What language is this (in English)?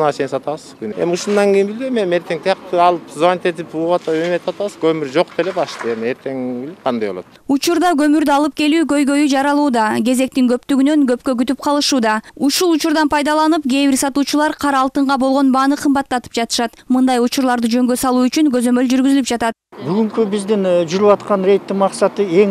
Kyrgyz